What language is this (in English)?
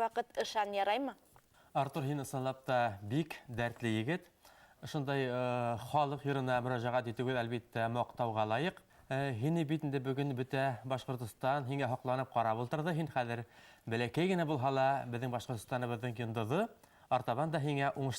Bashkir